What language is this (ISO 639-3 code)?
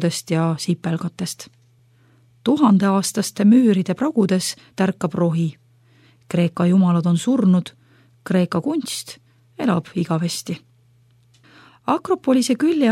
est